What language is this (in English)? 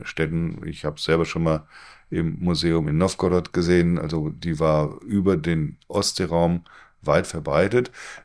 German